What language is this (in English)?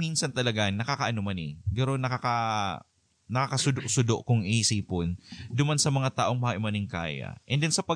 Bikol